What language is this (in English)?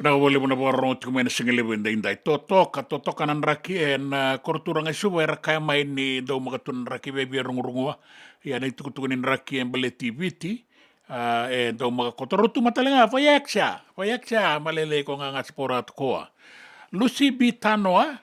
Fijian